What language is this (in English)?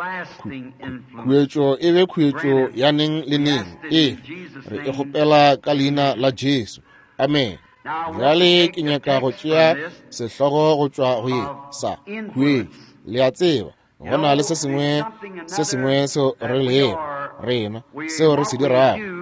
Northern Sotho